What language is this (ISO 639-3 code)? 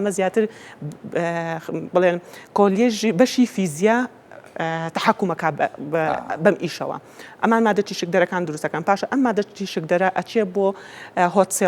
ckb